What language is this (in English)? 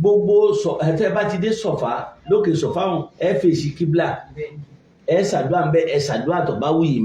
Yoruba